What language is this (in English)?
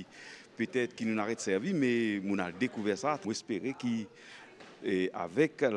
Morisyen